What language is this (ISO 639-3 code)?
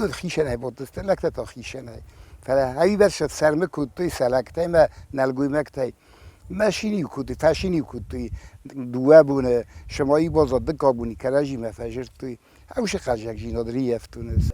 oss